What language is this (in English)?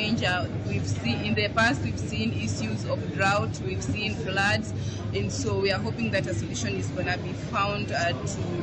Luo (Kenya and Tanzania)